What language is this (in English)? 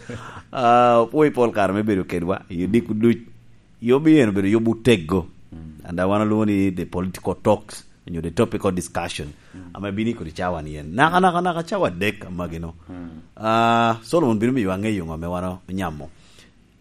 Lango (Uganda)